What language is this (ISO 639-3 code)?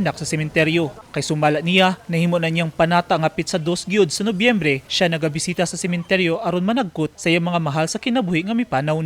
ceb